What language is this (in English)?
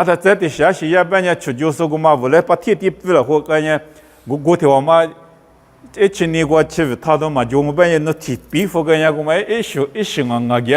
Lisu